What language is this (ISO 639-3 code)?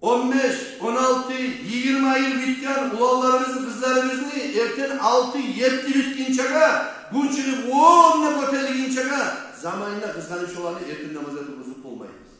kum